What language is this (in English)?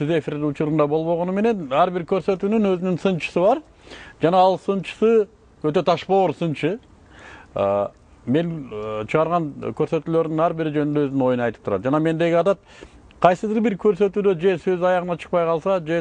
Kyrgyz